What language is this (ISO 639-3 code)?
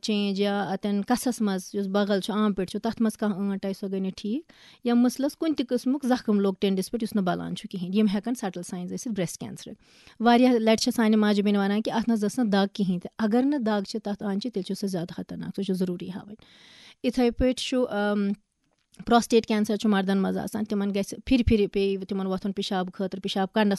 kas